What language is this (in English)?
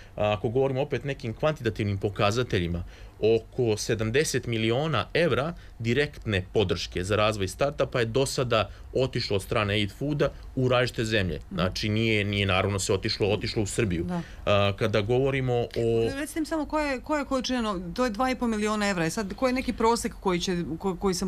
Serbian